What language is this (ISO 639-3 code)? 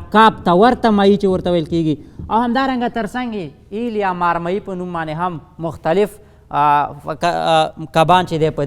pus